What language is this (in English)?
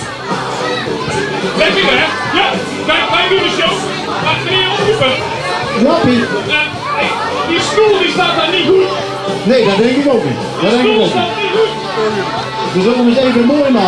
Dutch